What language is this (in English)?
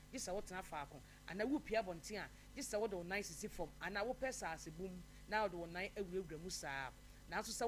Akan